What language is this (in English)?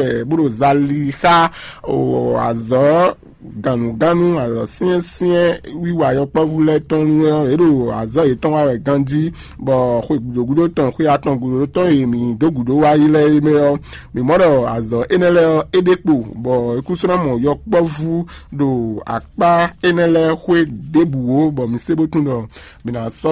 Fon